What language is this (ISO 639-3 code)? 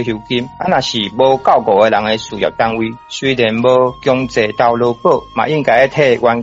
nan